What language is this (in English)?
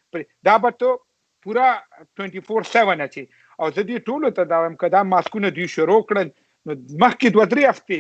Pashto